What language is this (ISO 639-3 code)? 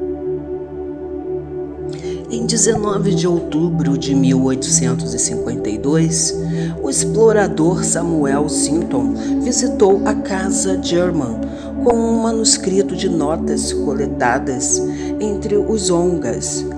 por